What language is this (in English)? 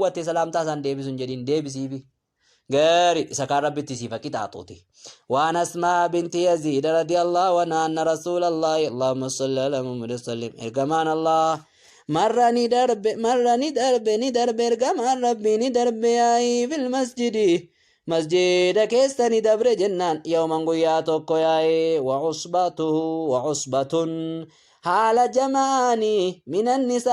Oromo